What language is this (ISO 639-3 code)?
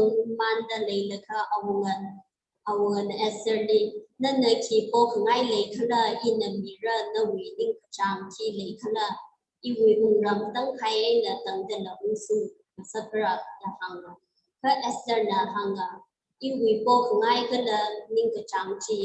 nmf